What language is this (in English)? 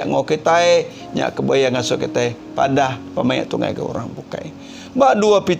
Iban